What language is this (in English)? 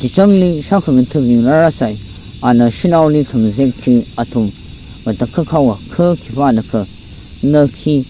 Tangkhul Naga (India)